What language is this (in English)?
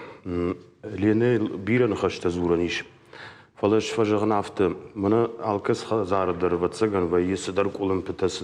Ossetic